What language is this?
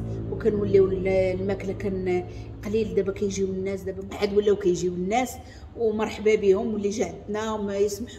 Moroccan Arabic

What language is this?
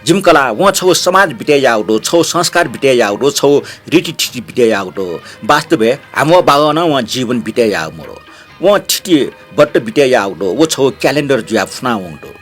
Newari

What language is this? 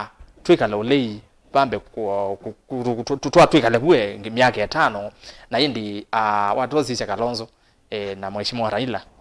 Kamba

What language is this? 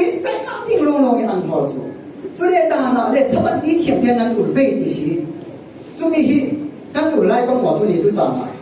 Falam Chin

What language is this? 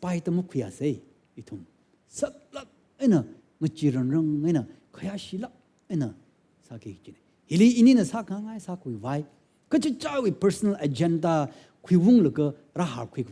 Tangkhul Naga (India)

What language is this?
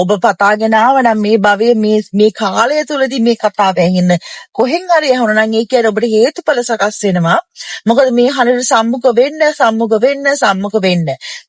Sinhala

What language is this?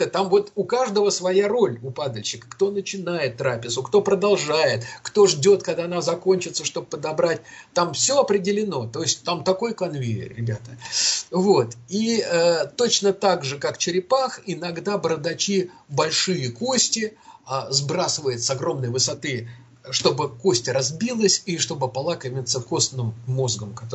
Russian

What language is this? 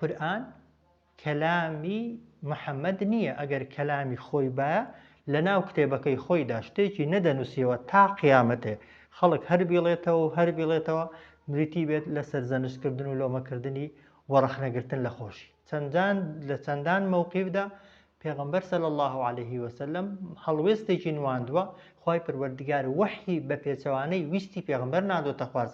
Central Kurdish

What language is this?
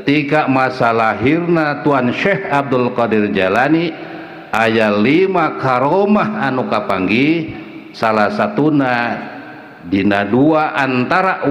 Sundanese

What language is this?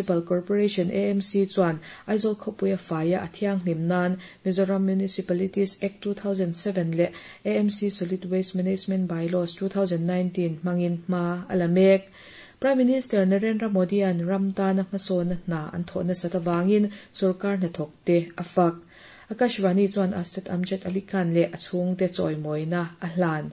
Mizo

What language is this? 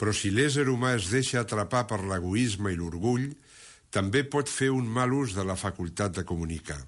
Catalan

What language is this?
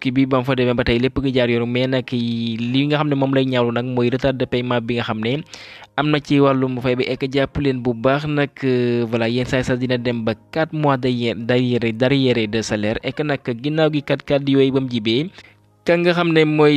Wolof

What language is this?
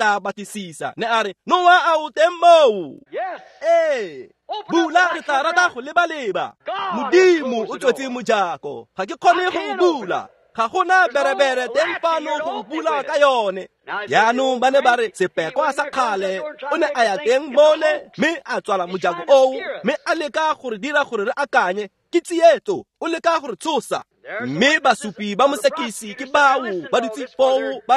Tswana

